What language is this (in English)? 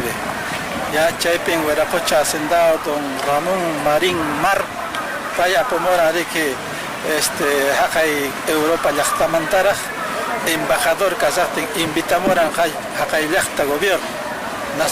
Quechua